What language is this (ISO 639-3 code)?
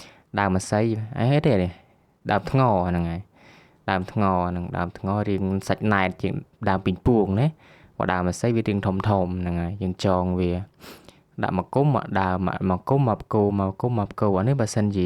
khm